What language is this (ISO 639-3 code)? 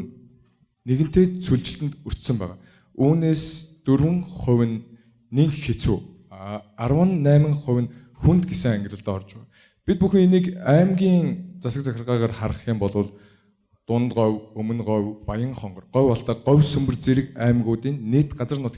mon